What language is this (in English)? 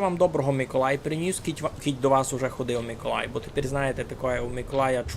Rusyn